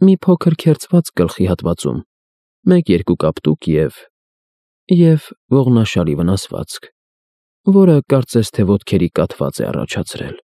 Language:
Armenian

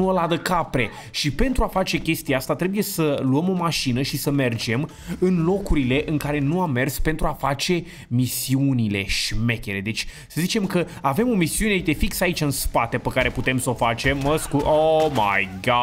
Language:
Romanian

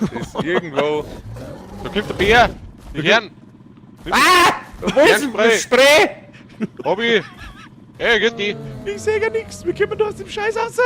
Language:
Bavarian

